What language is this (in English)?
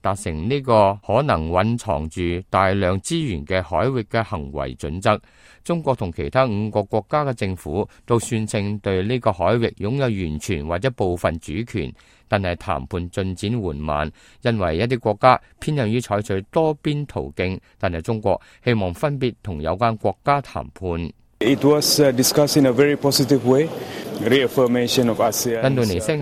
Cantonese